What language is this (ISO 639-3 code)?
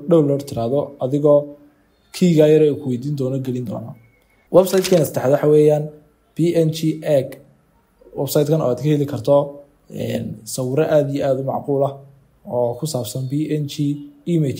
som